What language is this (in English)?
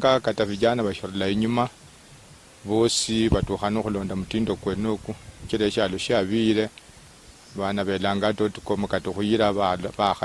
Luyia